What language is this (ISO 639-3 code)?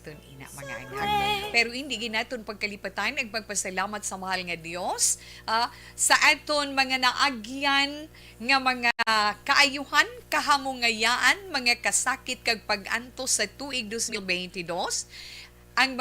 hil